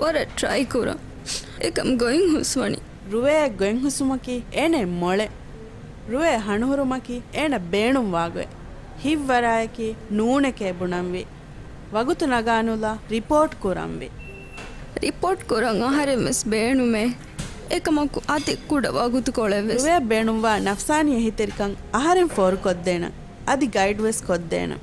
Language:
Divehi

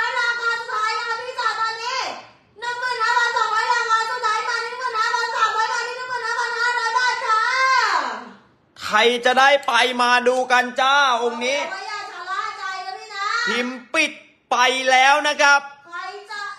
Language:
Thai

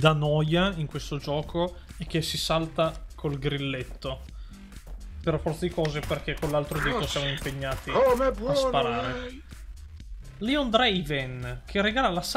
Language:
Italian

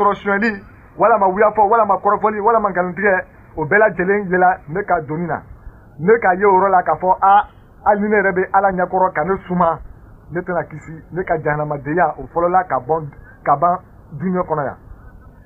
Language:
Bambara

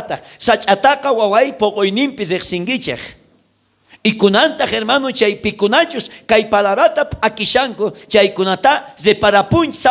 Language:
South Bolivian Quechua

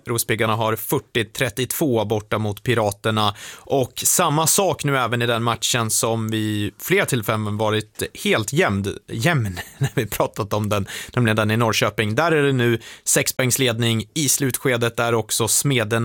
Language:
Swedish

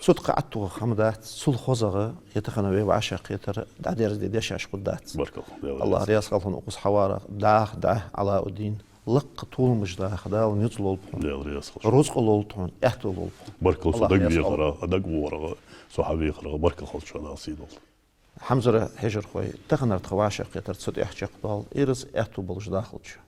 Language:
Ingush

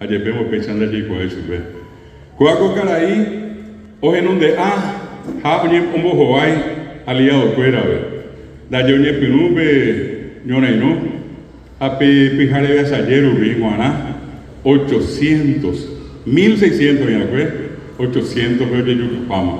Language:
Guarani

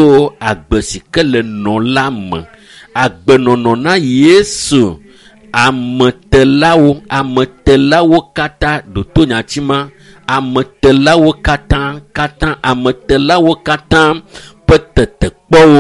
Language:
Ewe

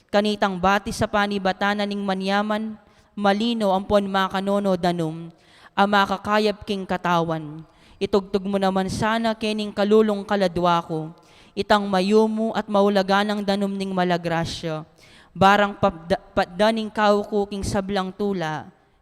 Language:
Pampanga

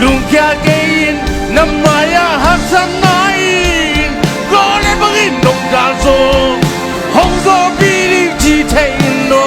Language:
Tedim Chin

